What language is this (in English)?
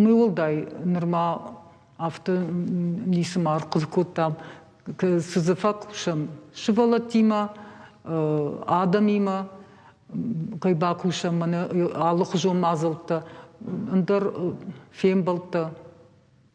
Ossetic